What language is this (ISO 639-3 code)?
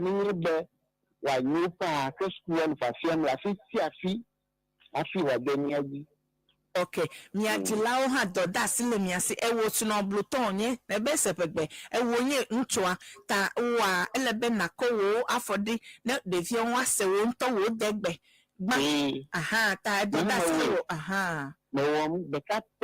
ewe